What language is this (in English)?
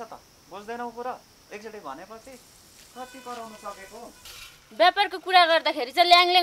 Nepali